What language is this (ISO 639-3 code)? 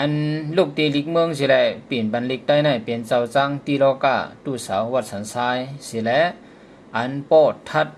shn